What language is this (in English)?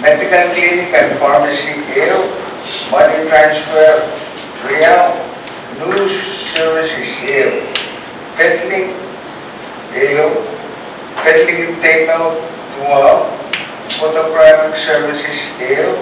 Pohnpeian